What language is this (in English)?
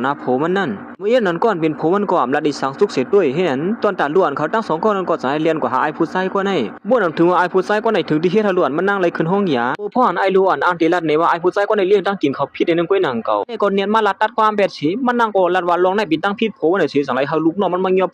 Shan